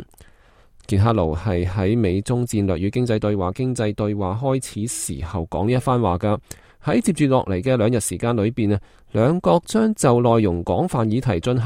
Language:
Cantonese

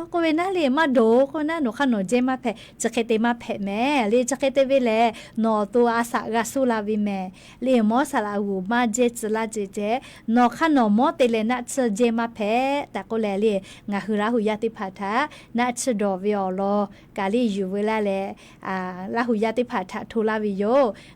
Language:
Lahu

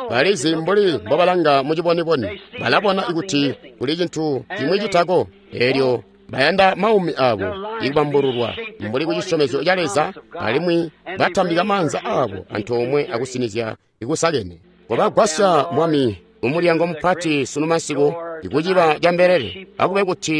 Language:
Tonga (Zambia)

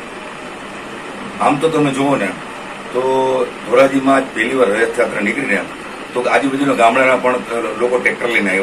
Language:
Gujarati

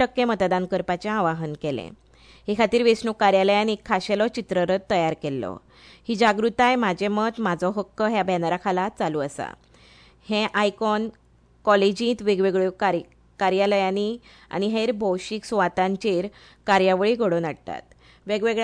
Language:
Konkani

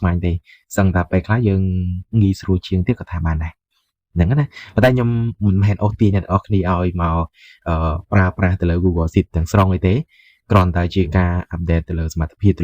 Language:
Khmer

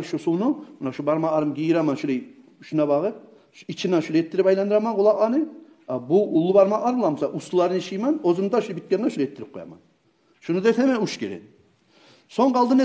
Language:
Kumyk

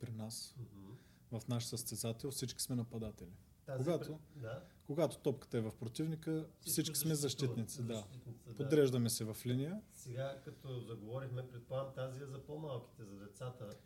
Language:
Bulgarian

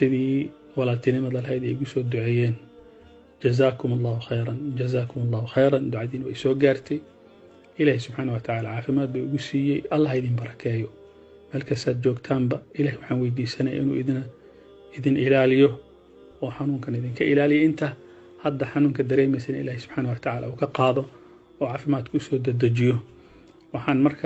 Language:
Somali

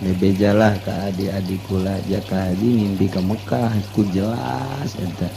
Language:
Sundanese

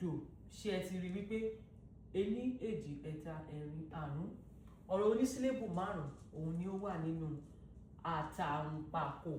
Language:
Yoruba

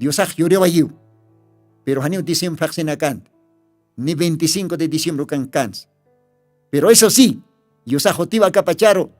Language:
Aymara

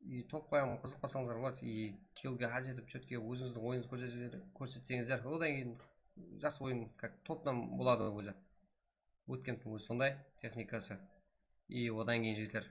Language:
Kara-Kalpak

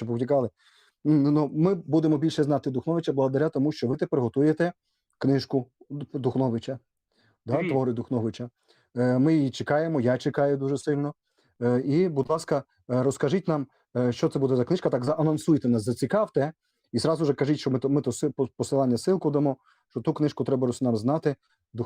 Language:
Rusyn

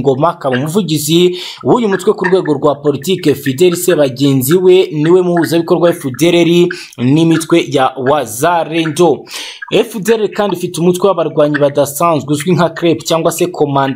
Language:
Kinyarwanda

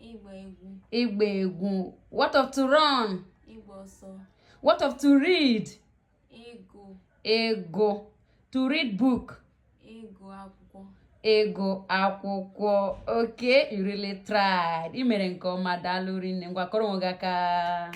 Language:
Igbo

